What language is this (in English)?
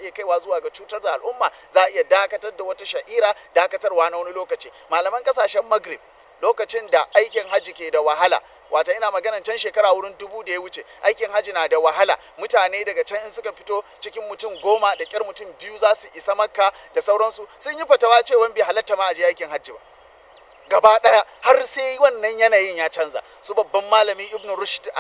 Hausa